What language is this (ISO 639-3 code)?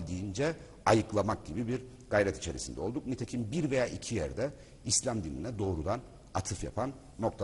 tur